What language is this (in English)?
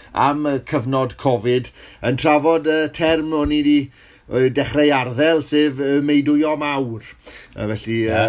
Welsh